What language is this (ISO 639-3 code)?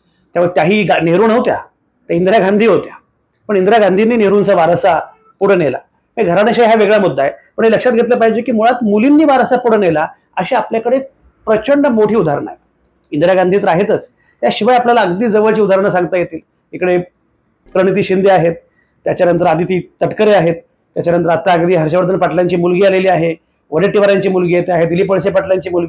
mar